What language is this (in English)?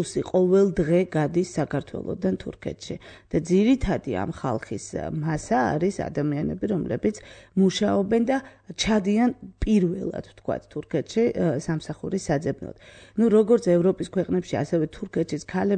Georgian